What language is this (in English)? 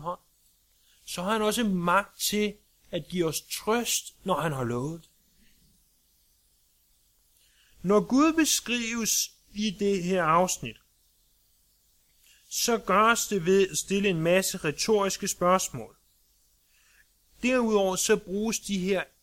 Danish